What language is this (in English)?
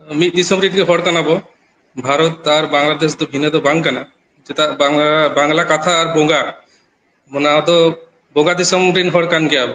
Santali